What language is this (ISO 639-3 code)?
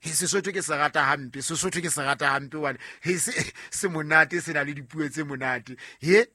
sot